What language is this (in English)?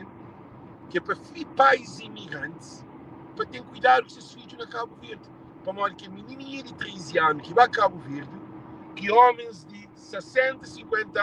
Kabuverdianu